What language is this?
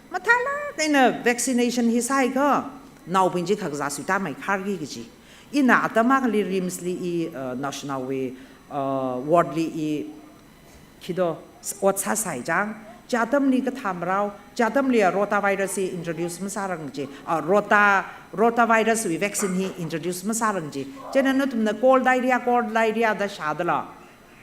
Tangkhul Naga (India)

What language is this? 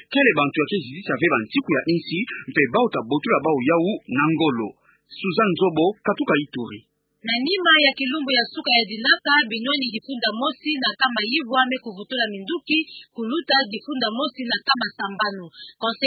Kituba (Democratic Republic of Congo)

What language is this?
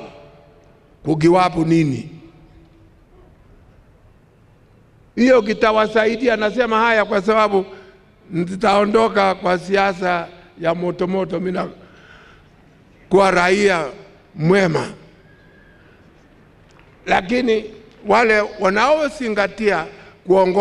Swahili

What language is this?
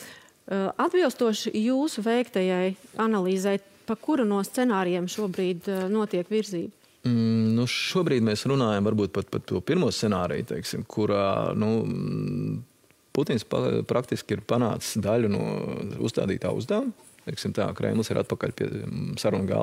Latvian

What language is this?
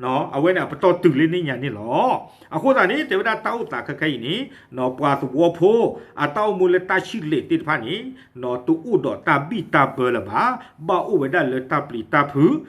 S'gaw Karen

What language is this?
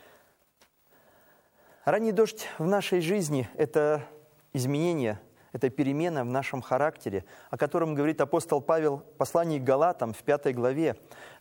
Russian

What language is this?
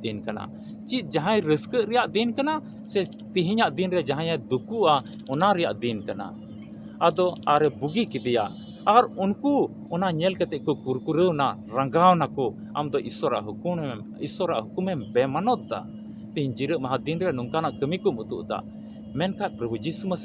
Santali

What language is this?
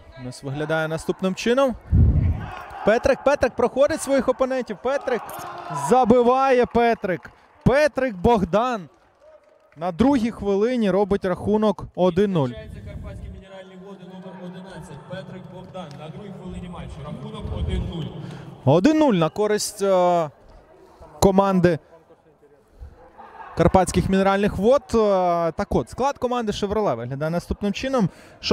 Ukrainian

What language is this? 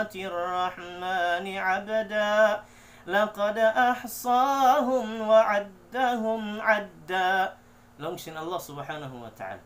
Tausug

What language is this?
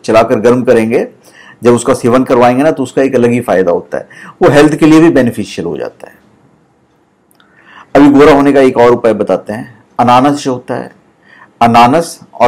Hindi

